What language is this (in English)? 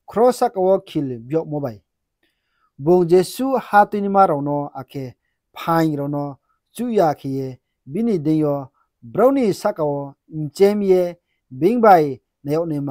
Riang (India)